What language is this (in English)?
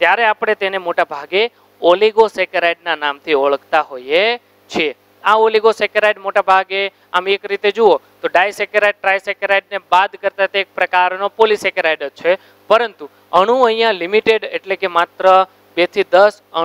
Gujarati